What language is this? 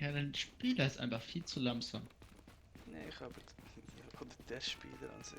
Swiss German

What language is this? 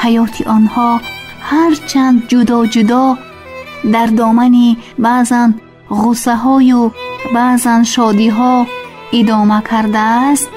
Tajik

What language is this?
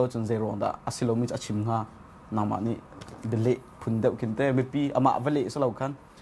Hakha Chin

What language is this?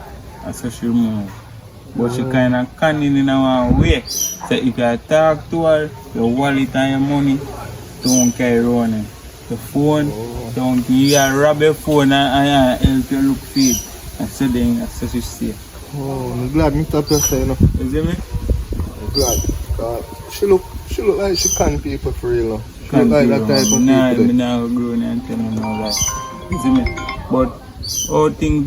Jamaican Creole English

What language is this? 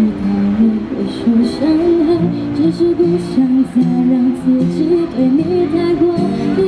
Chinese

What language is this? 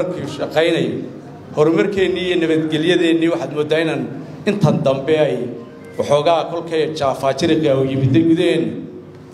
Somali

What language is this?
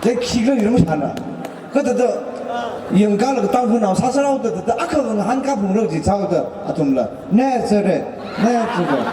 Tangkhul Naga (India)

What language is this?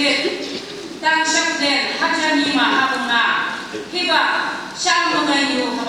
Phom Naga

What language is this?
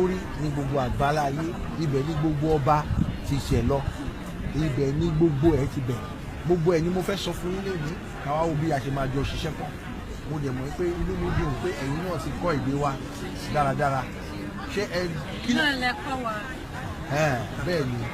Yoruba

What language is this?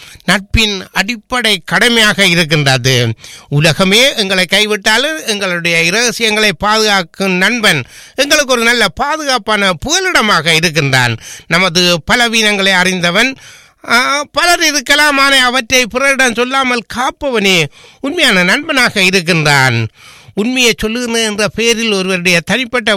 Tamil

